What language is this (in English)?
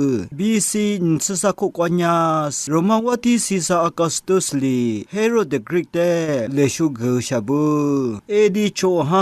Lisu